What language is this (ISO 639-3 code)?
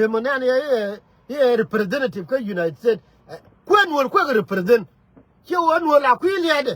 nus